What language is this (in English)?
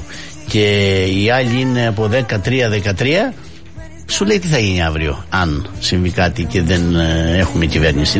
Greek